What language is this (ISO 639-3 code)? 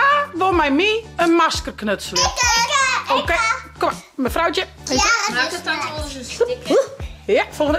fry